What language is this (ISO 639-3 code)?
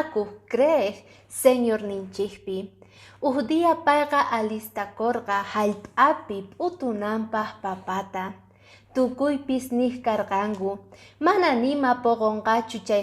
que